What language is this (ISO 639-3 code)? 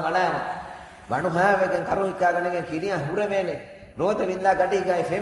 div